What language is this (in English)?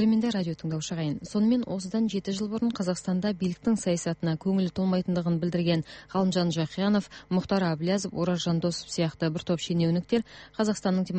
Kazakh